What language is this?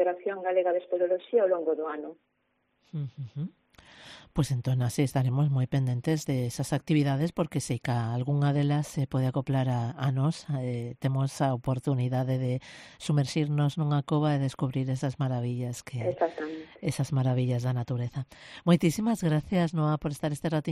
Galician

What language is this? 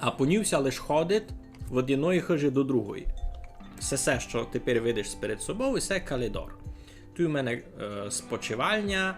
Rusyn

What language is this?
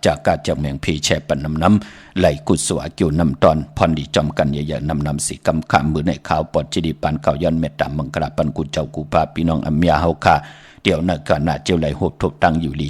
Shan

